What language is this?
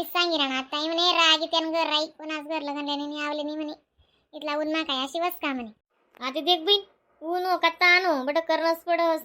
Khandesi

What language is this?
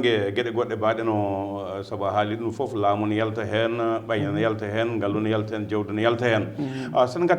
Fula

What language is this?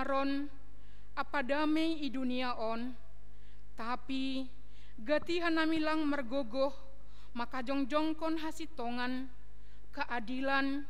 Batak Simalungun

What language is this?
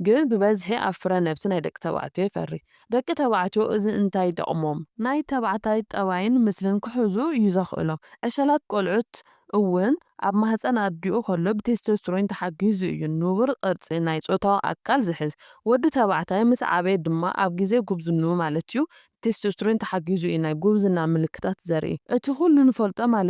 Tigrinya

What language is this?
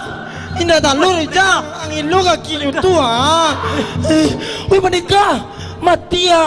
Minangkabau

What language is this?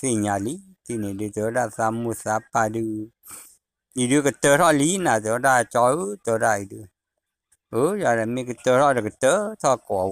S'gaw Karen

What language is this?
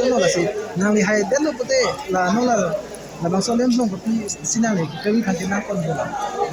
Karbi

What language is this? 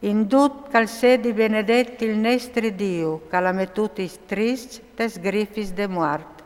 Friulian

